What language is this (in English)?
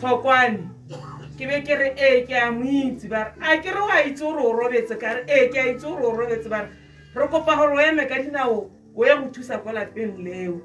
Tswana